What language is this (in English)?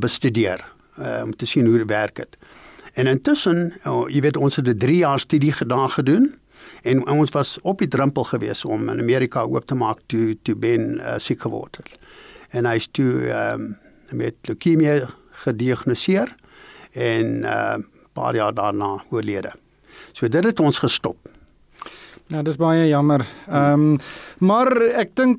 Afrikaans